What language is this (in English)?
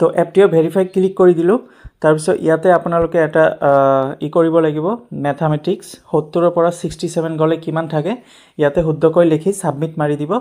Assamese